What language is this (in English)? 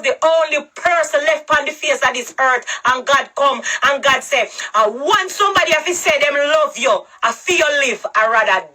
Jamaican Creole English